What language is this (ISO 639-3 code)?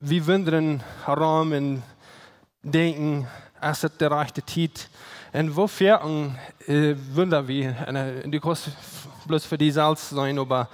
pdt